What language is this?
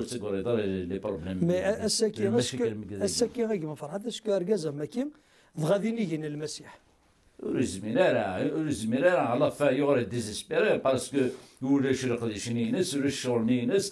Kabyle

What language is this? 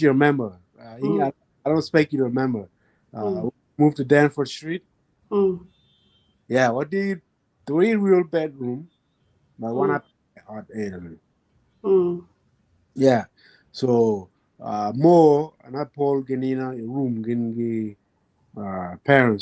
Acoli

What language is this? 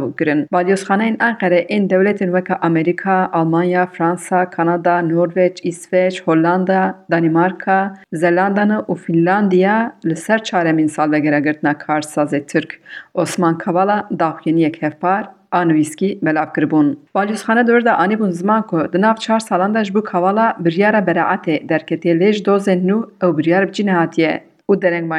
Kurdish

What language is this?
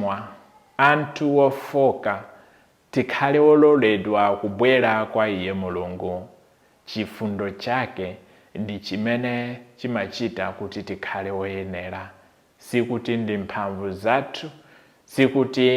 Nyanja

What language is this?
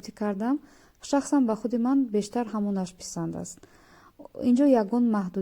Tajik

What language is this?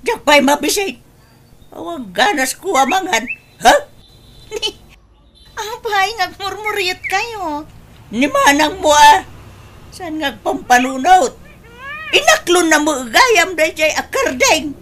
Iloko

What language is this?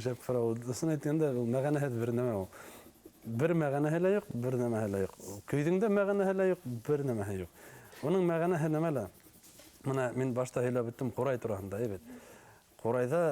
Bashkir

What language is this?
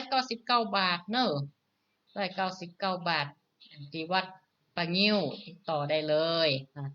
Northern Thai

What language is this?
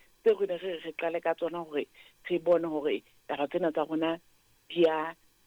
Southern Sotho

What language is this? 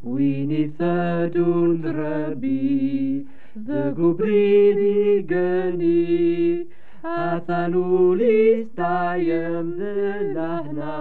Kabyle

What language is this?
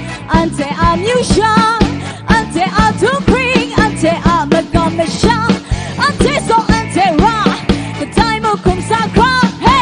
Kachin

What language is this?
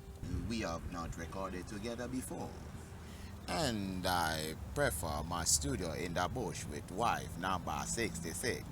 Jamaican Creole English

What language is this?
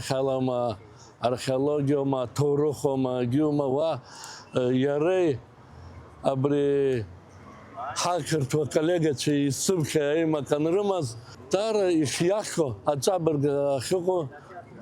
Abkhazian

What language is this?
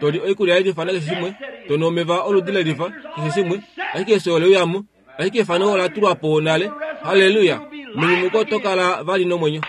Kuanyama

